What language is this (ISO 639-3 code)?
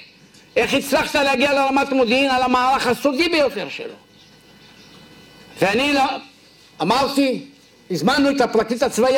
heb